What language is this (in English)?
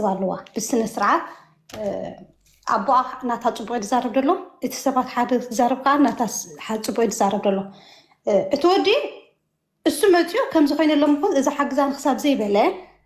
Tigrinya